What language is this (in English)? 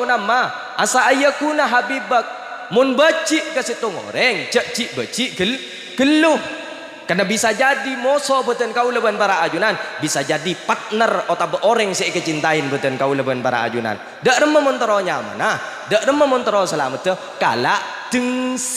Madurese